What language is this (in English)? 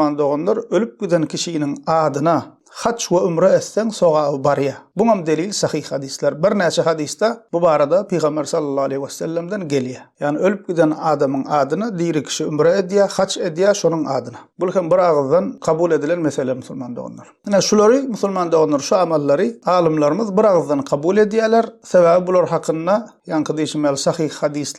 Turkmen